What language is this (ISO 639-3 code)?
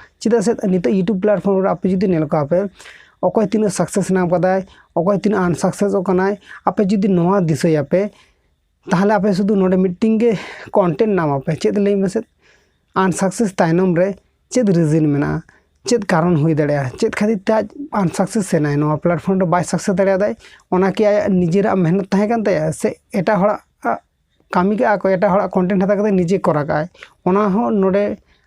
sat